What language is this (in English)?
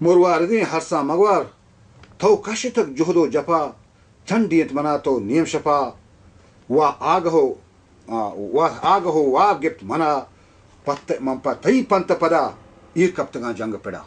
Baluchi